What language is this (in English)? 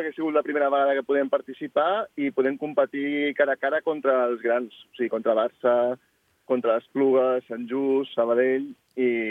Catalan